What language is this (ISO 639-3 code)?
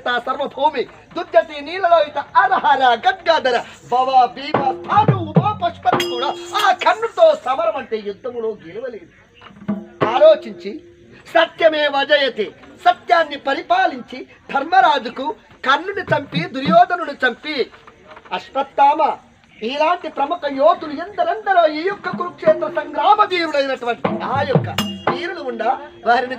tel